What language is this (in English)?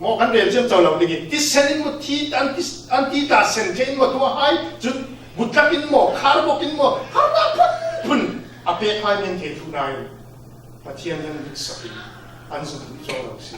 Falam Chin